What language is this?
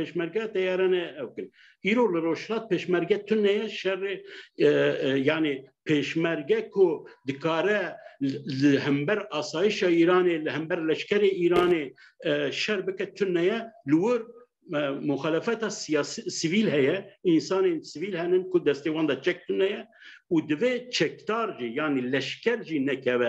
Kurdish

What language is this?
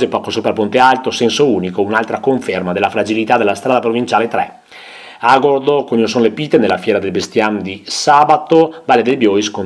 Italian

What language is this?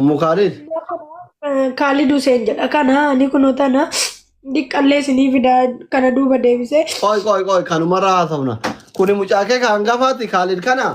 Oromo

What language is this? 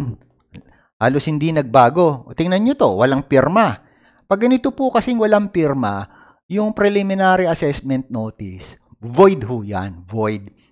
Filipino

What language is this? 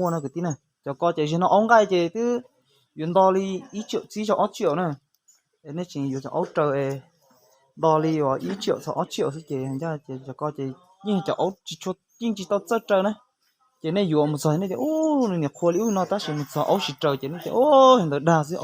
Hmong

